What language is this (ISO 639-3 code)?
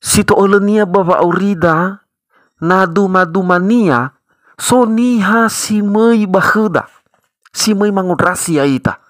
nia